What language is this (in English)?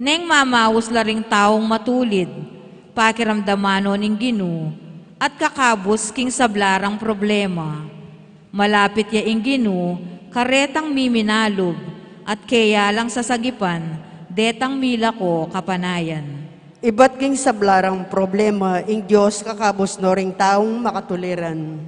Pampanga